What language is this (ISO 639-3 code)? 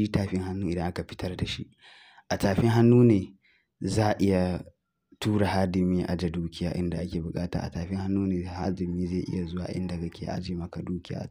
hau